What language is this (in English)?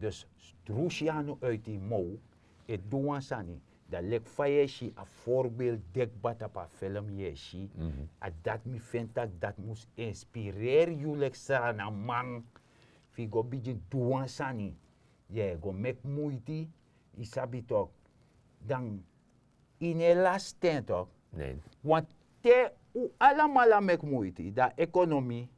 Sranan Tongo